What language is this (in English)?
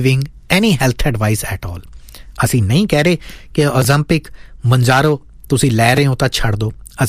Punjabi